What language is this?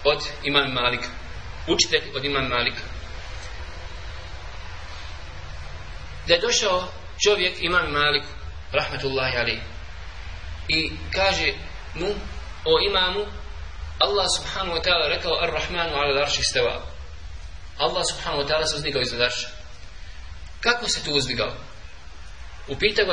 Bosnian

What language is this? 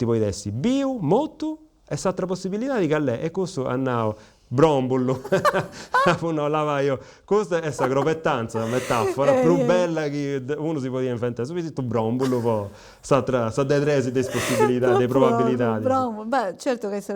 Sardinian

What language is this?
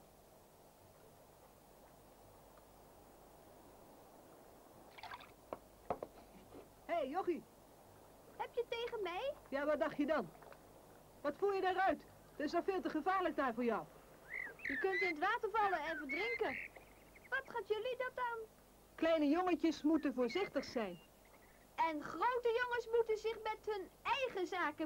Dutch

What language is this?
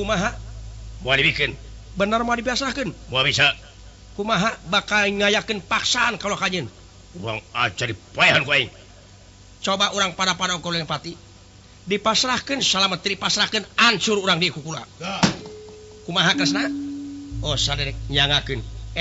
Sundanese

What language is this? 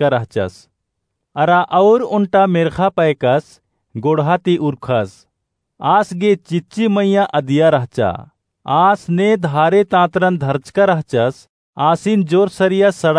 Kurukh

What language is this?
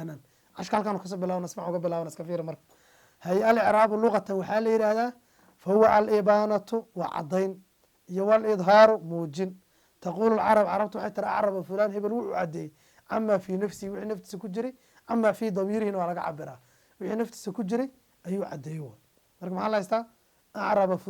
Somali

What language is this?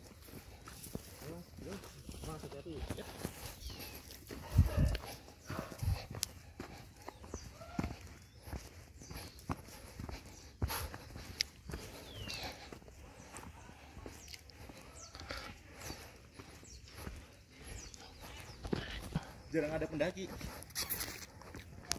Indonesian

